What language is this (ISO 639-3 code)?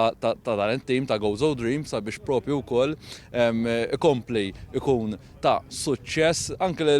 mlt